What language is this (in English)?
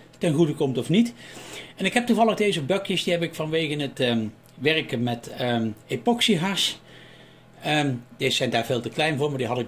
Dutch